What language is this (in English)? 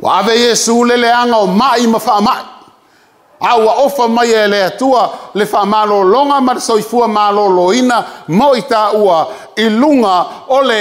Samoan